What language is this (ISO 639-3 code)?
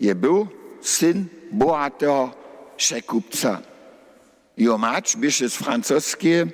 hsb